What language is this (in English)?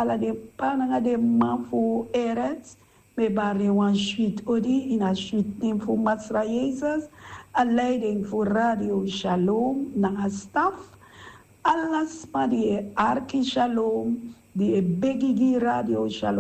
Sranan Tongo